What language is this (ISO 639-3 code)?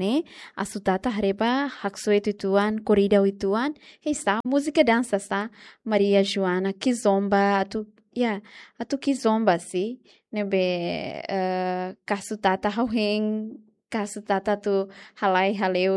tet